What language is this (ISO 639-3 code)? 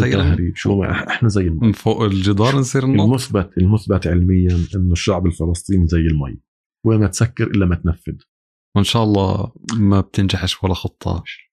apc